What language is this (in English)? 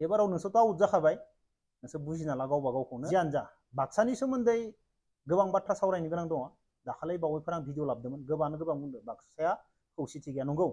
Bodo